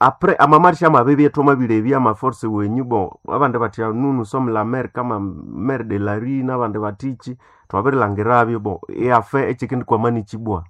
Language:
Nande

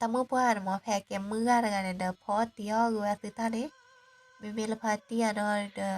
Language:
S'gaw Karen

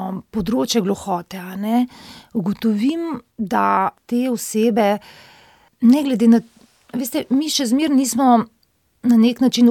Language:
Slovenian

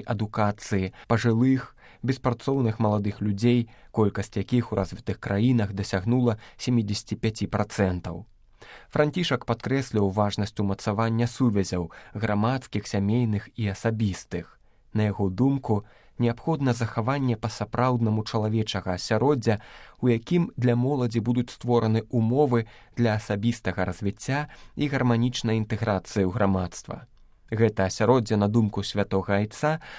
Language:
Belarusian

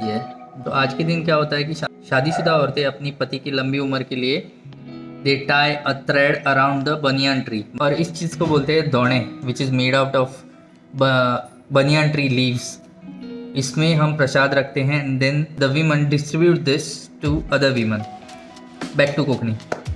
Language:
Konkani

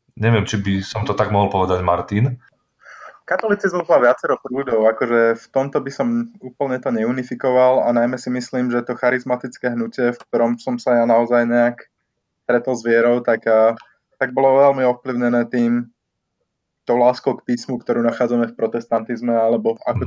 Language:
Slovak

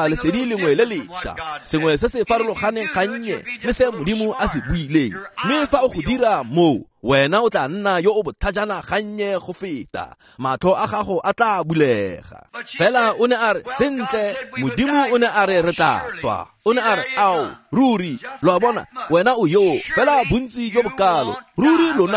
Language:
Tswana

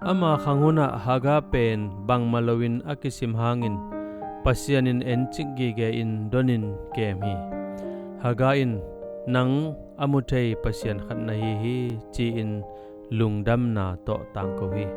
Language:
Tedim Chin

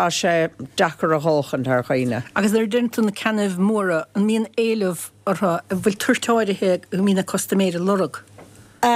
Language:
Irish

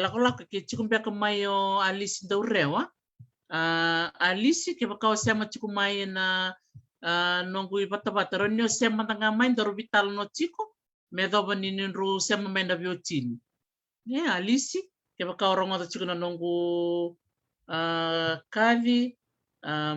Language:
Fijian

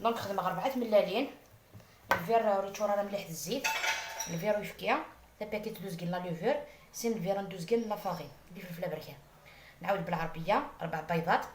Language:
Algerian Arabic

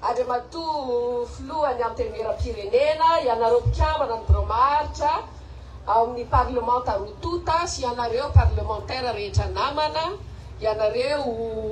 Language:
Malagasy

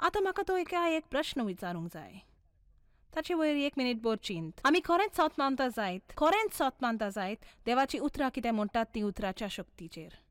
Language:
Konkani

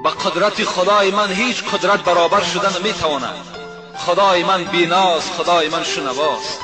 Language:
Tajik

